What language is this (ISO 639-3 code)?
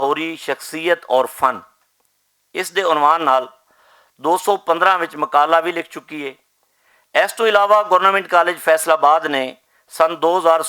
lah